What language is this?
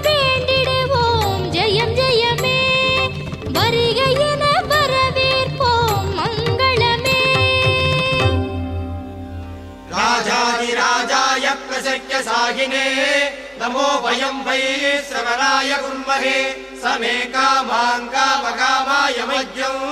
Tamil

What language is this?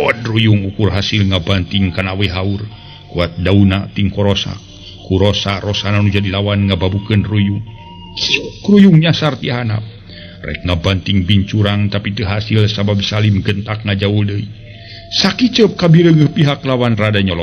Sundanese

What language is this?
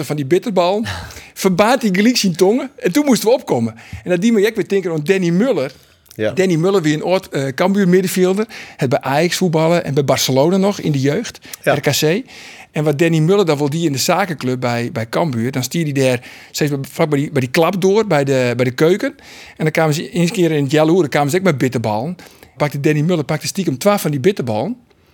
Western Frisian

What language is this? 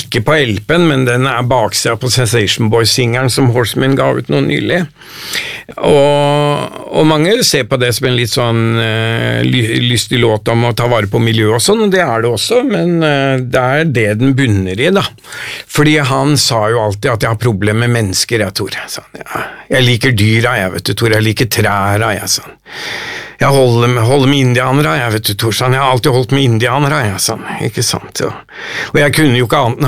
Norwegian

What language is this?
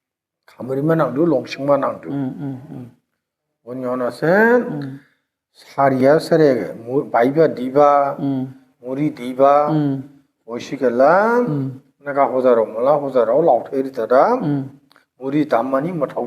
Dimasa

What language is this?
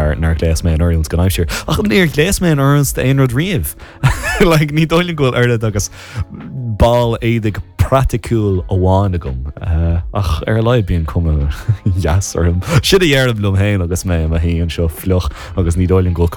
Irish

